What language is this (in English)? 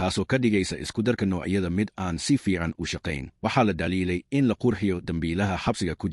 Somali